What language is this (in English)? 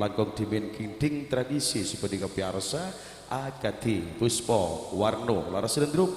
Madurese